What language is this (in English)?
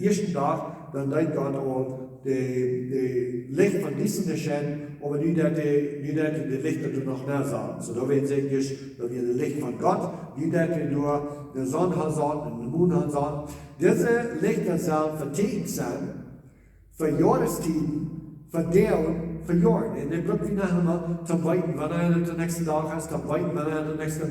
Plautdietsch